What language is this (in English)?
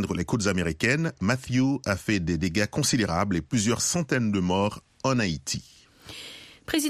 French